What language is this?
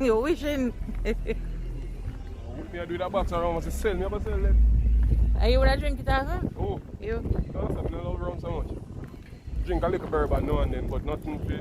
Jamaican Creole English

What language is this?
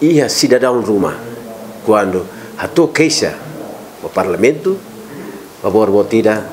Tetum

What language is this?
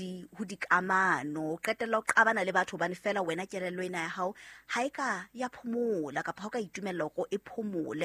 Southern Sotho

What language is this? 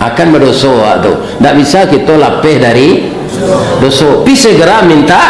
Minangkabau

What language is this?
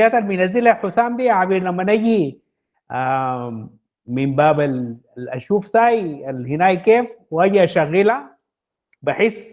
Sudanese Arabic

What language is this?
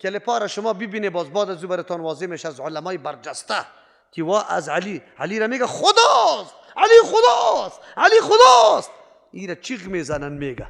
Persian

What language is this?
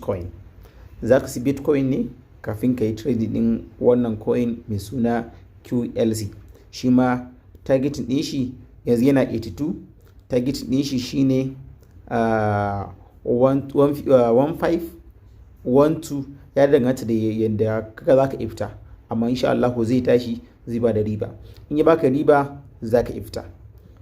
Hausa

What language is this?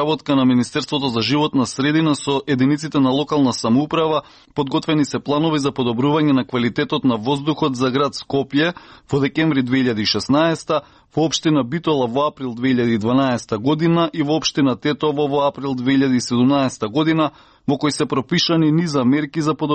Macedonian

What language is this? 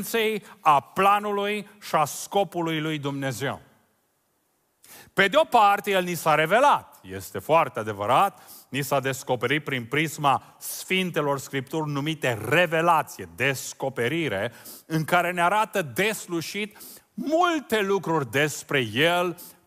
Romanian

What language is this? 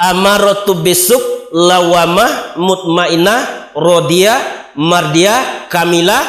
Minangkabau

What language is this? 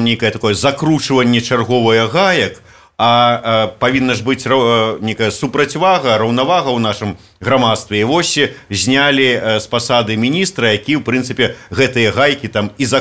Belarusian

